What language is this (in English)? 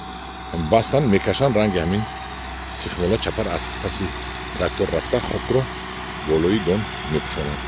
Tajik